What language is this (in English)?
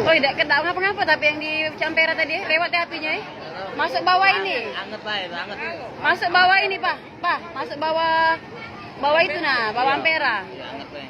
Musi